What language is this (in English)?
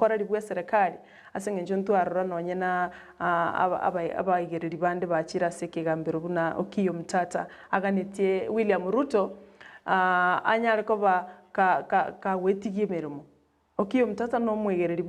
Gusii